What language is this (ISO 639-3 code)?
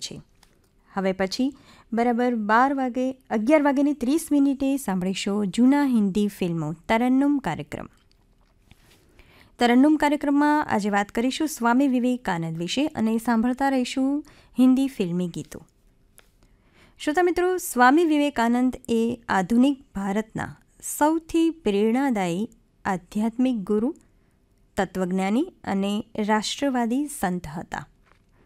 guj